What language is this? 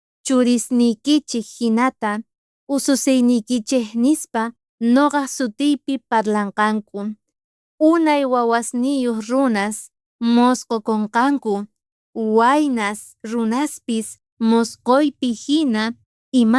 South Bolivian Quechua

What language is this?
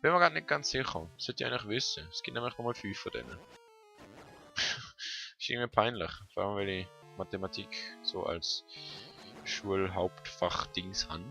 Swiss German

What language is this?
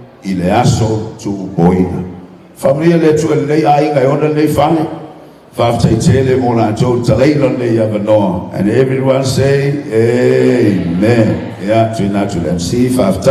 Samoan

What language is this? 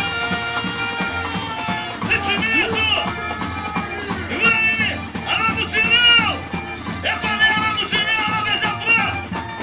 Portuguese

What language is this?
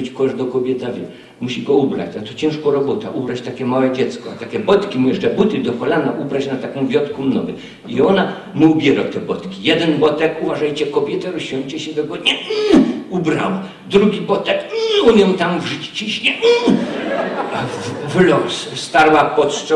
Silesian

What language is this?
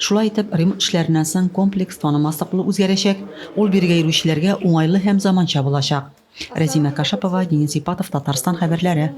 Tatar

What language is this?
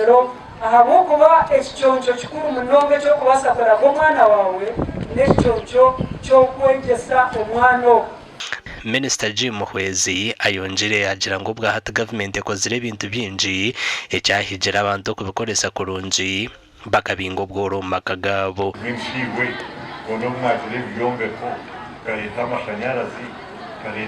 Nyankole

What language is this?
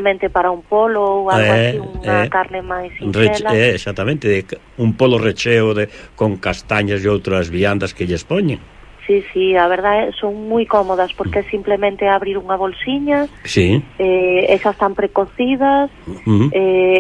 Galician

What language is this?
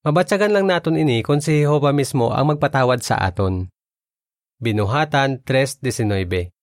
Hiligaynon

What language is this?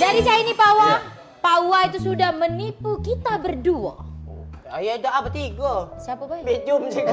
Musi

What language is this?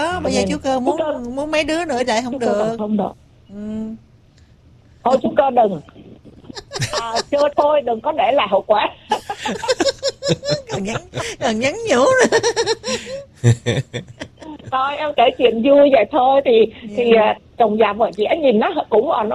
Vietnamese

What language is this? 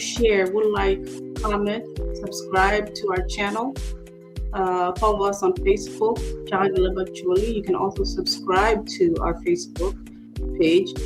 Acoli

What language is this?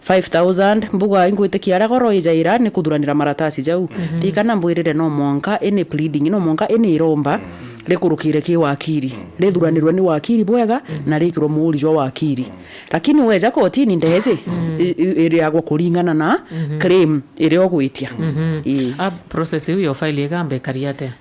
Meru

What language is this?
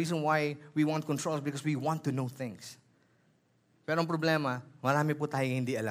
Filipino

